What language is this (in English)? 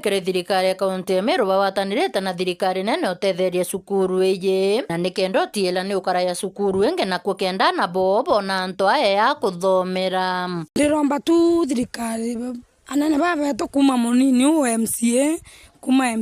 Meru